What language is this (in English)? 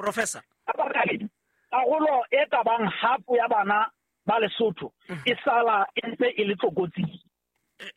Southern Sotho